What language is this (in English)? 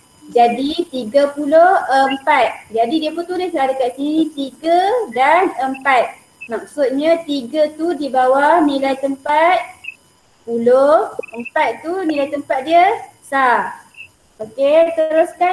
Malay